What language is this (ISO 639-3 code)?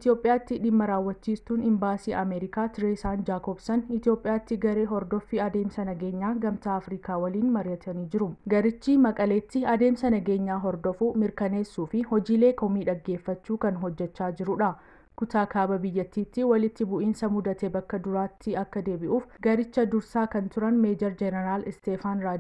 orm